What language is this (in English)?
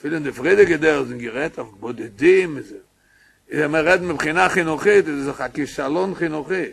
Yiddish